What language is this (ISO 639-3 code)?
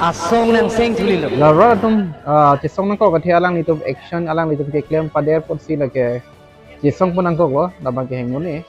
mjw